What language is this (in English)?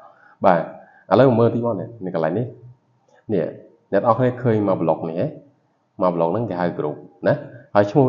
Khmer